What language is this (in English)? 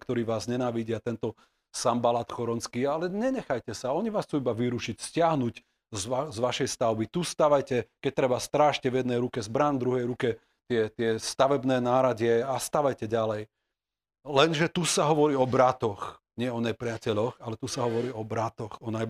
Slovak